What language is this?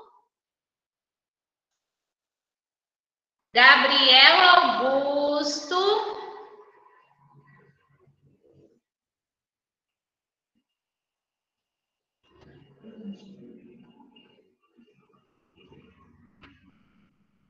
Portuguese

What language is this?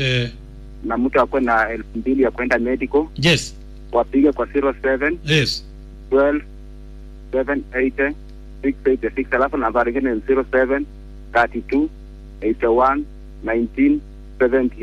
Swahili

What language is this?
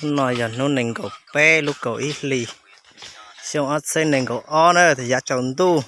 Hmong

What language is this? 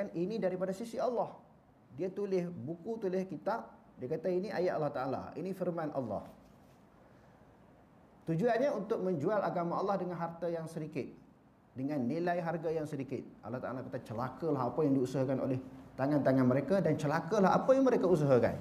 Malay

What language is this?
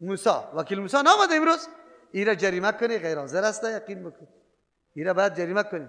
Persian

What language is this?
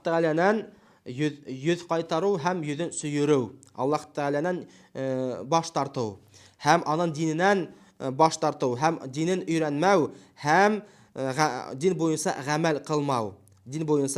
Bashkir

